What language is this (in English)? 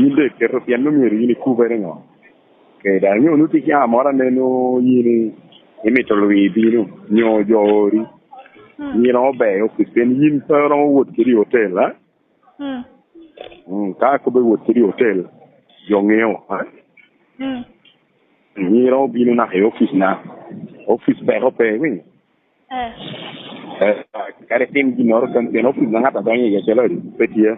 Lango (Uganda)